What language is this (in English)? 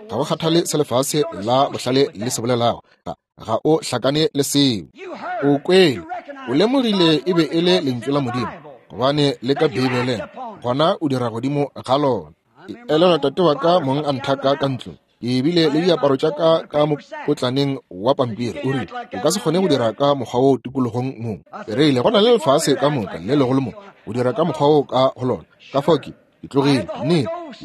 Northern Sotho